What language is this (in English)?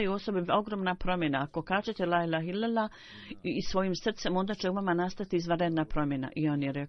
Bosnian